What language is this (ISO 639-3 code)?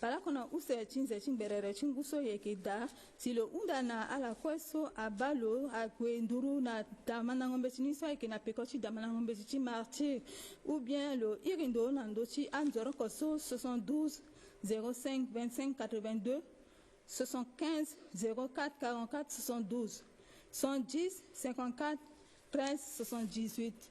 sag